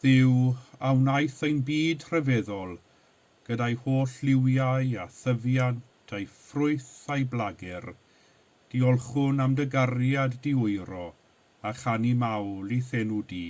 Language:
Welsh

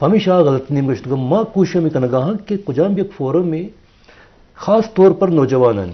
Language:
Eastern Balochi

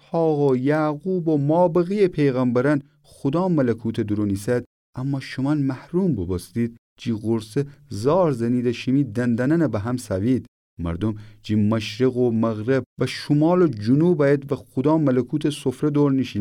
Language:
Gilaki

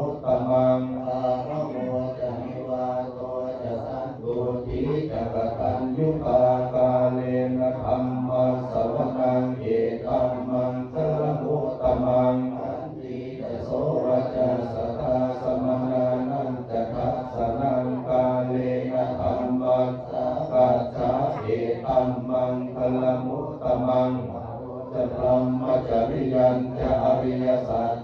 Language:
Pali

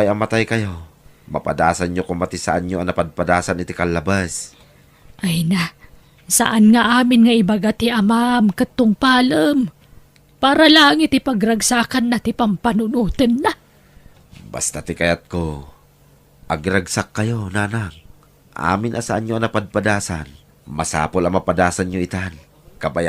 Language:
Iloko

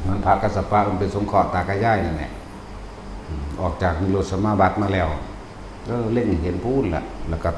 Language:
Northeastern Thai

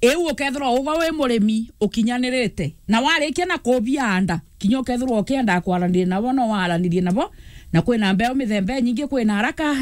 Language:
Meru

